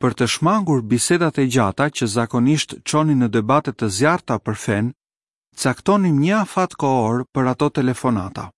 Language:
Albanian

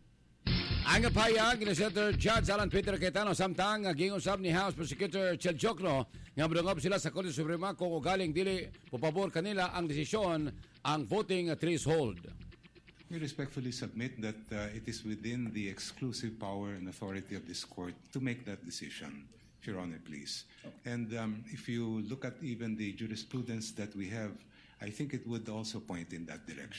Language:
Cebuano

